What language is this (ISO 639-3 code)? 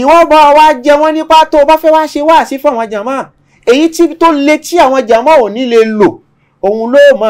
yor